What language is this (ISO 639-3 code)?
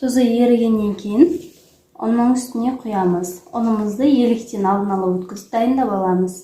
kaz